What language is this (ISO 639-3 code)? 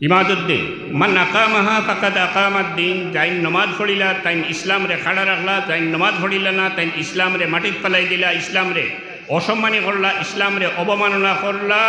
syl